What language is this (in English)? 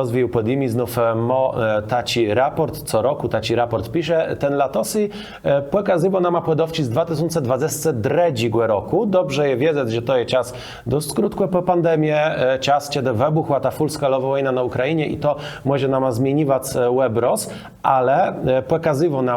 Kashubian